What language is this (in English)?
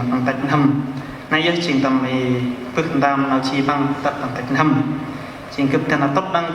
Central Mnong